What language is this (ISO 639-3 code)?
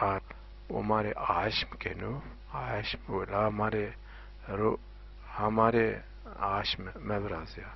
zza